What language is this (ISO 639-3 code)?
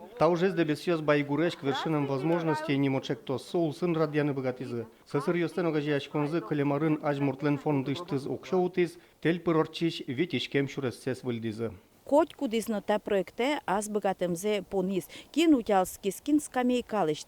udm